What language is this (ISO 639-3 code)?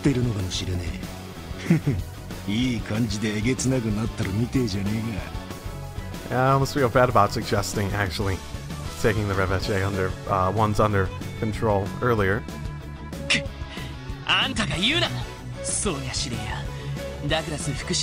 jpn